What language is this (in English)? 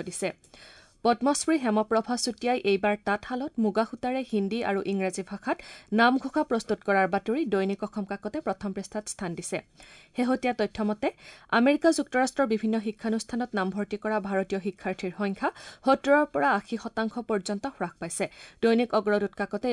Assamese